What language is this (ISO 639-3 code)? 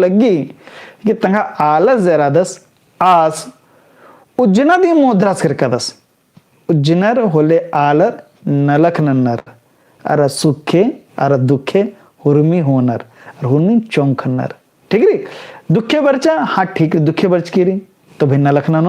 kru